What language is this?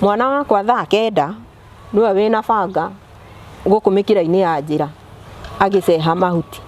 Kikuyu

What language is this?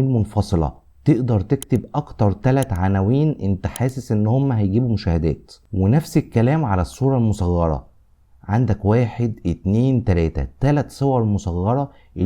Egyptian Arabic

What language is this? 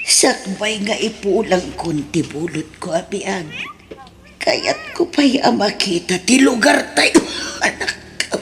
Iloko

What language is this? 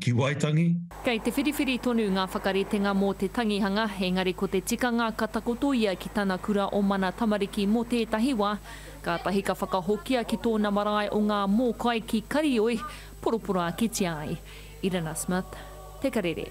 Māori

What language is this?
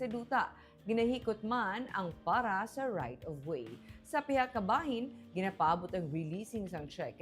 Hiligaynon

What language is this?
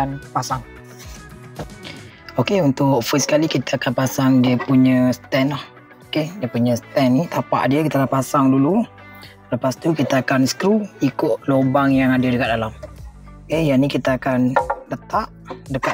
Malay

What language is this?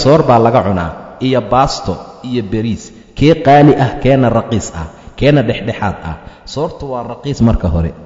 Somali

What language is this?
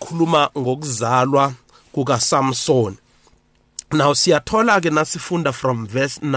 South Ndebele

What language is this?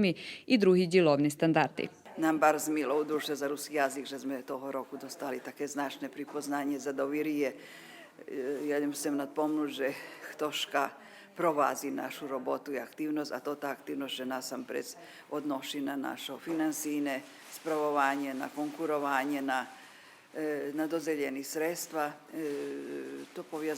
Rusyn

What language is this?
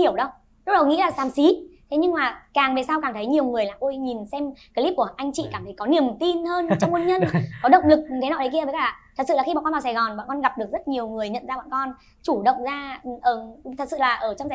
Vietnamese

